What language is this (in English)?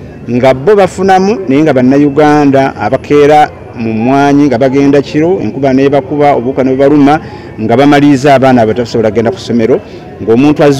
Ganda